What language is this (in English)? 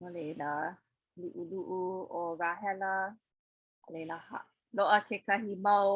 Hawaiian